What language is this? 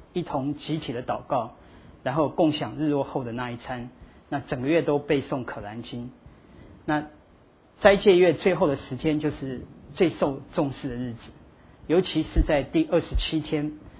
Chinese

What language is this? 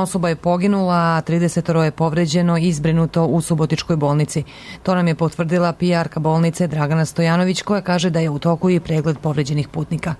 Serbian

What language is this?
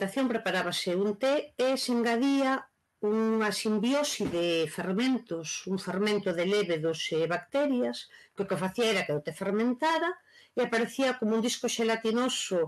Galician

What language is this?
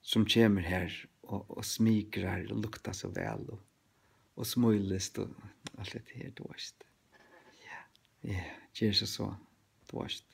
Faroese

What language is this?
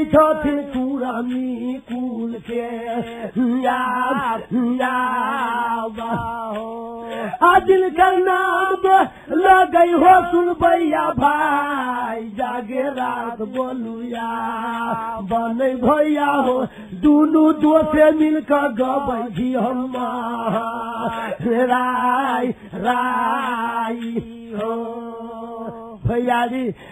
Maithili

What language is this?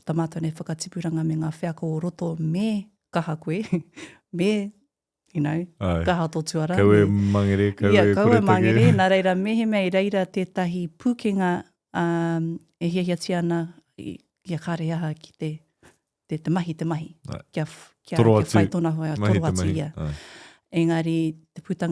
Māori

